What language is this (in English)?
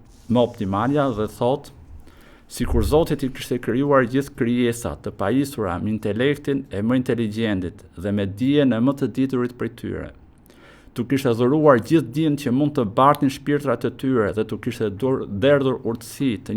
Albanian